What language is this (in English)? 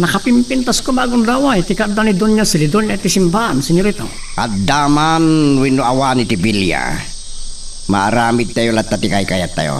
Iloko